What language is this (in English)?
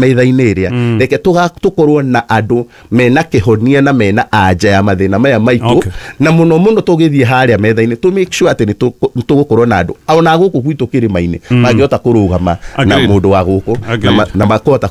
Kikuyu